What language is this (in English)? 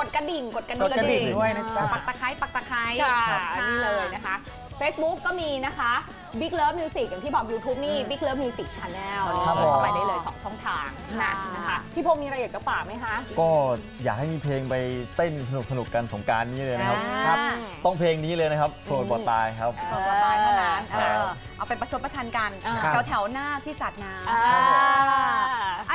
Thai